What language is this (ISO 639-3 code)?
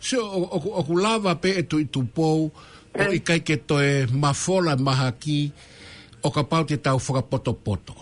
ton